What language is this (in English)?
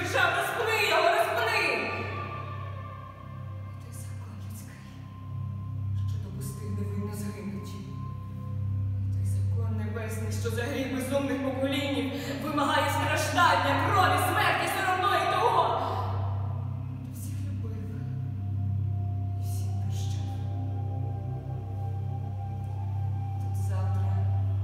Ukrainian